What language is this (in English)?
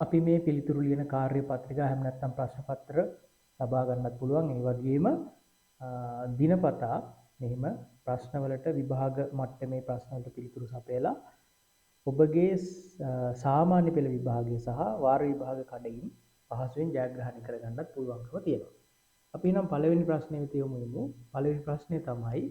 Sinhala